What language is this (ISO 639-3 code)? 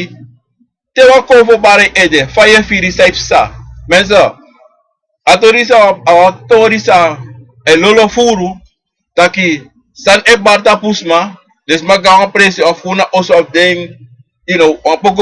srn